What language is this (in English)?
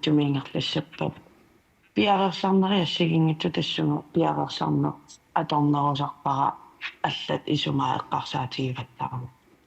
Kalaallisut